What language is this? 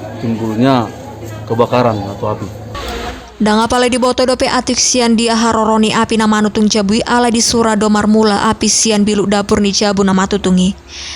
Batak Toba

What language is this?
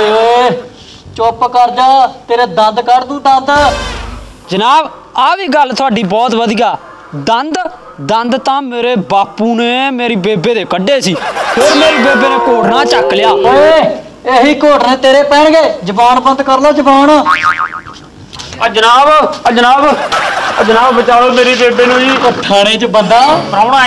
Punjabi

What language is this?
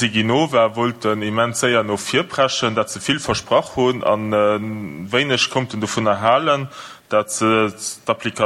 Luxembourgish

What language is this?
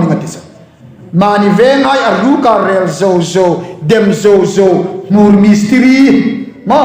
Hmar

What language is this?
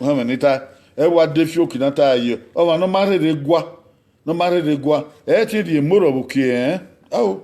Bini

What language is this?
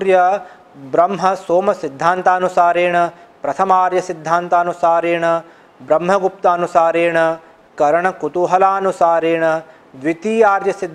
Sanskrit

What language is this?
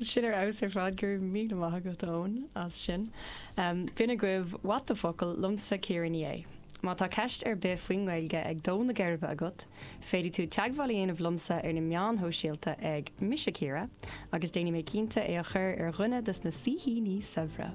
Irish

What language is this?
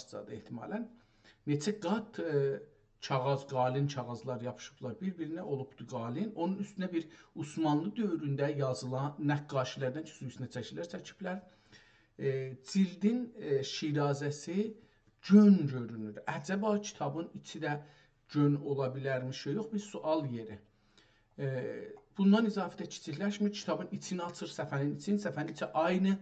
South Azerbaijani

